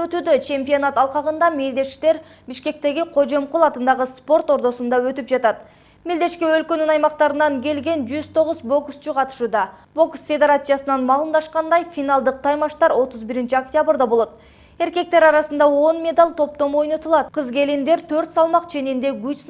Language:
Kyrgyz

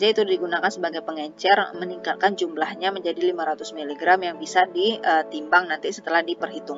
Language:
Indonesian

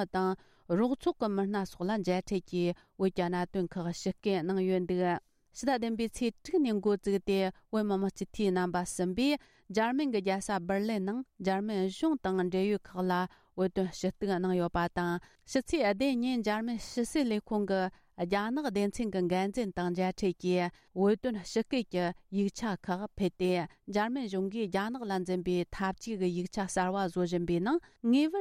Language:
Tibetan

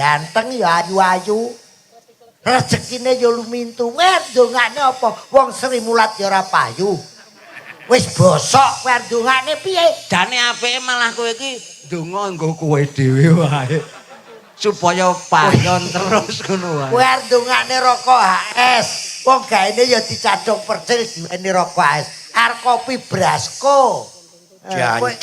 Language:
Javanese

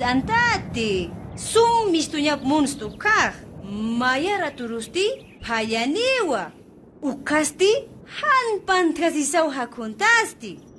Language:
Aymara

